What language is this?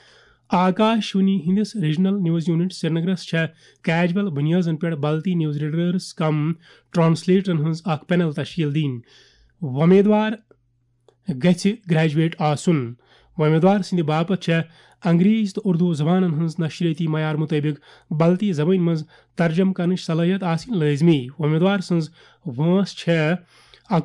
Kashmiri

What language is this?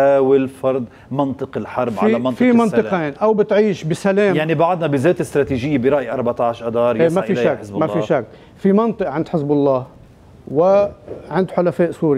North Levantine Arabic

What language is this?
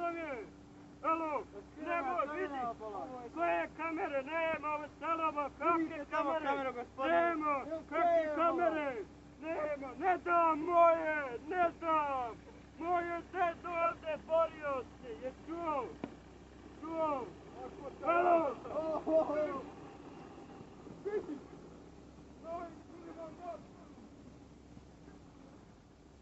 Bosnian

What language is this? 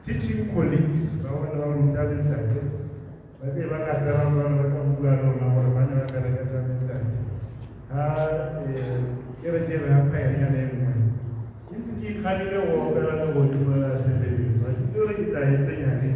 Tswana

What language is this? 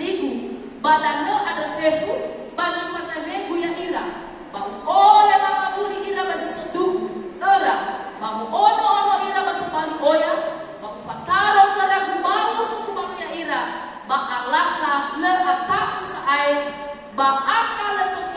Nias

